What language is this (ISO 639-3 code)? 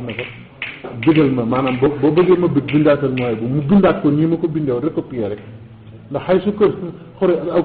wol